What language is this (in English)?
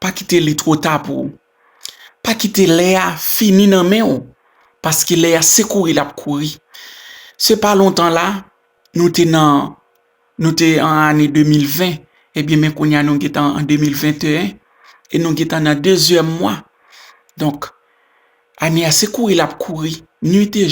Haitian Creole